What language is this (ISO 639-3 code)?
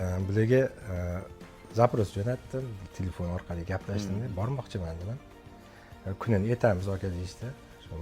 uzb